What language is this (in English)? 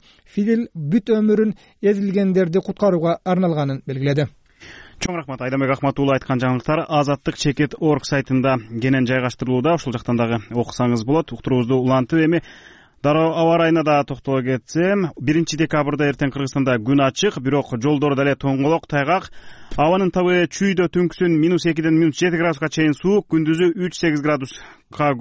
Kyrgyz